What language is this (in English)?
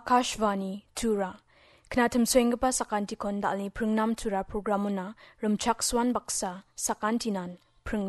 Garo